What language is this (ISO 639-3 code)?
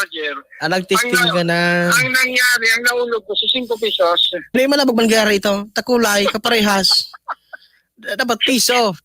bik